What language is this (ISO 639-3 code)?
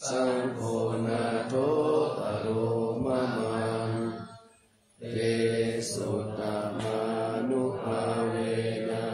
pli